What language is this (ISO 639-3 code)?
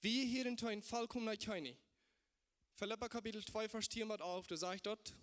pdt